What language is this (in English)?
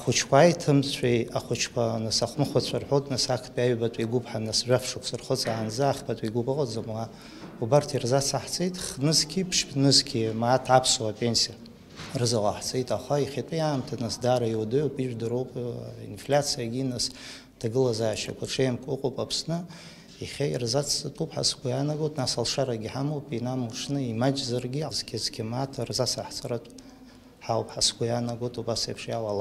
Abkhazian